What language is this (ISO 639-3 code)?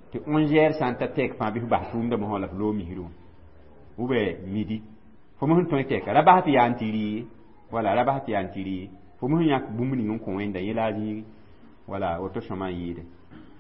mos